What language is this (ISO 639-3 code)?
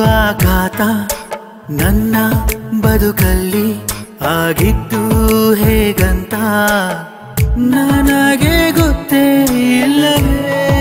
kan